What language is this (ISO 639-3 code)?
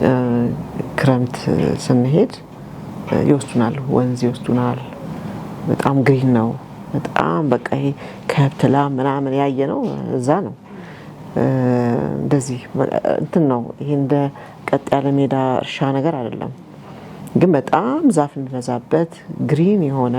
amh